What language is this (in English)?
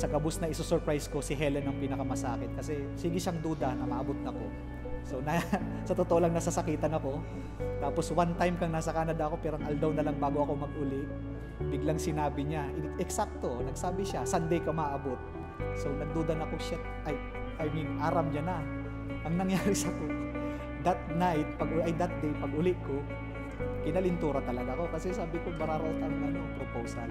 Bikol